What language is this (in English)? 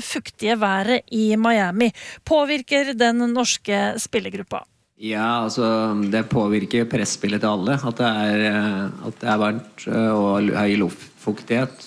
Norwegian